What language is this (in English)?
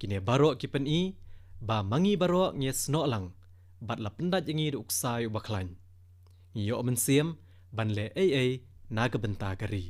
Khasi